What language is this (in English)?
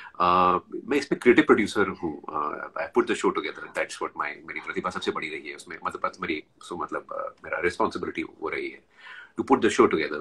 Hindi